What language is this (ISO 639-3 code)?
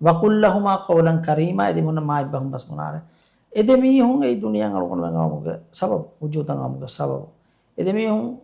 div